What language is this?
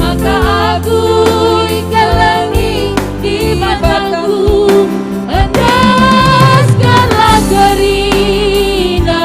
Batak Karo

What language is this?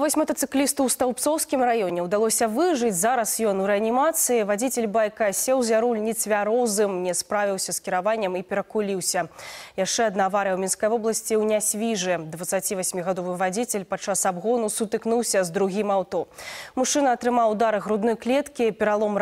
Belarusian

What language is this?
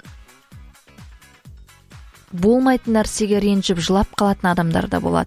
Kazakh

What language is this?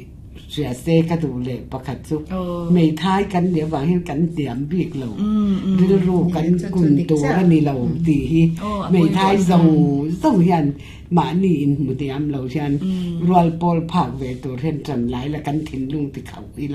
Mizo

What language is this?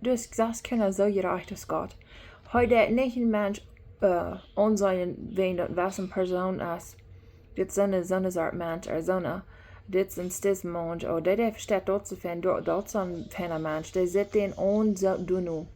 Plautdietsch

